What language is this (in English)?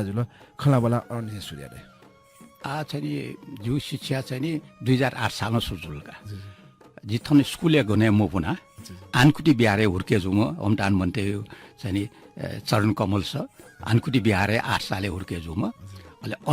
Newari